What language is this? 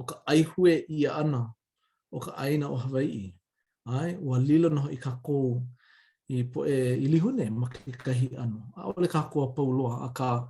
Hawaiian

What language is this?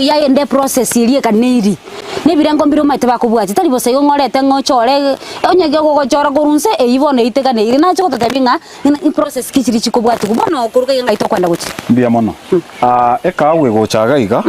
Gusii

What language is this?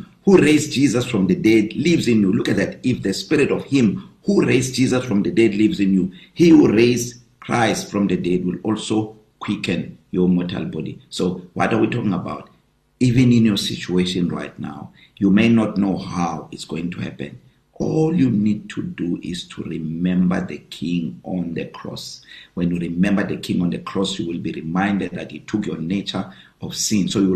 English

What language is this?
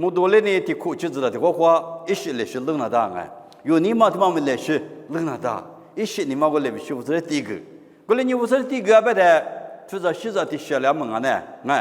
Lisu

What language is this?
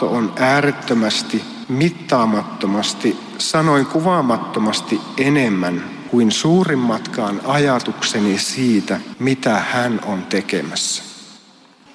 Finnish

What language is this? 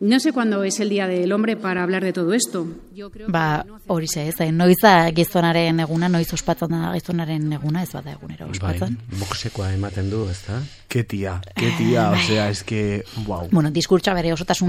Basque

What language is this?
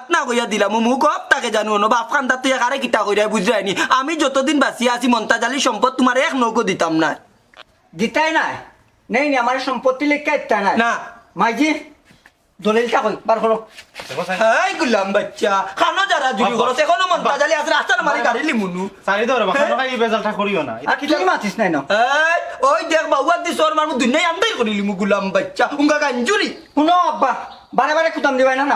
Sylheti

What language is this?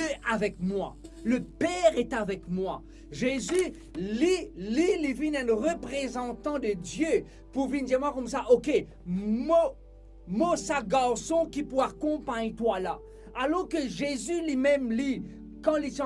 Morisyen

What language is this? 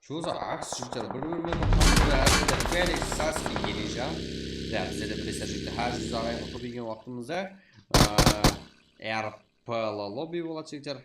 Kara-Kalpak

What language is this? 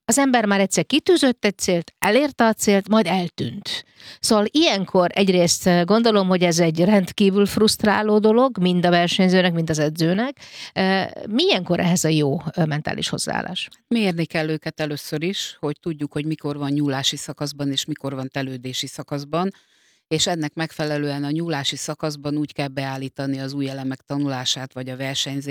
Hungarian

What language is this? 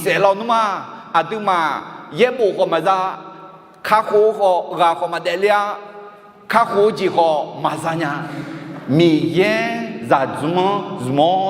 Akha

